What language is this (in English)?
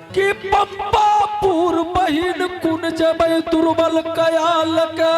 Angika